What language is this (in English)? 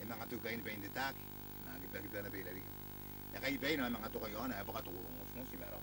Gilbertese